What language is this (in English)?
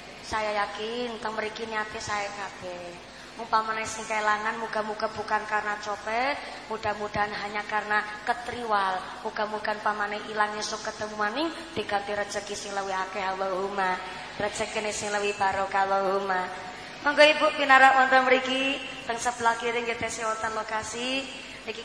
Javanese